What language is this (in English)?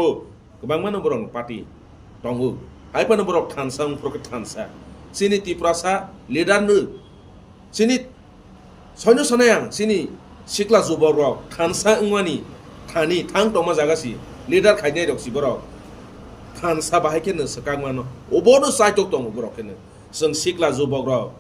Kok Borok